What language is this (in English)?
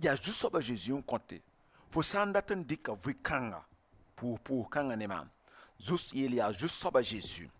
Mossi